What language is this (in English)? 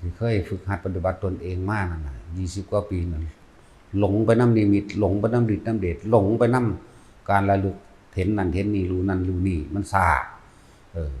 Northeastern Thai